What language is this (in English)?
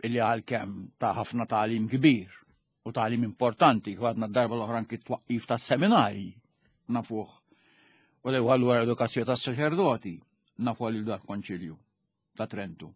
Maltese